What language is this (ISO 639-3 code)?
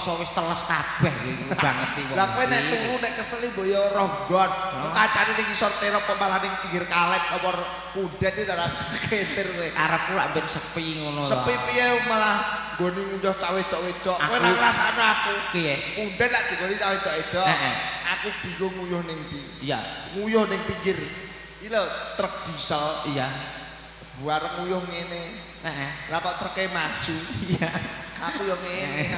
jav